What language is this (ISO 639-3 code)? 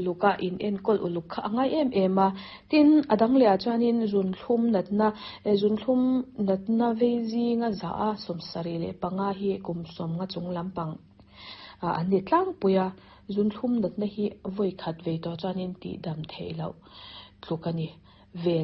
lus